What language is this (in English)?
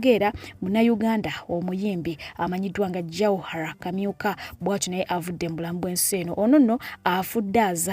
Ganda